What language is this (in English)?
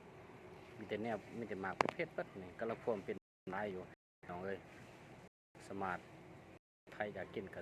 Lao